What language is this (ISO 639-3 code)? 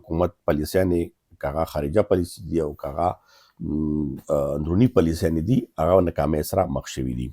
pus